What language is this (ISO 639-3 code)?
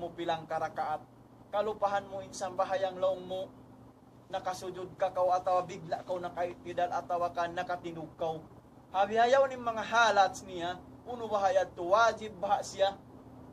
tsg